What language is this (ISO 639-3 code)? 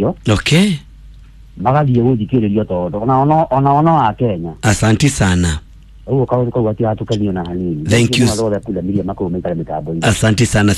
kik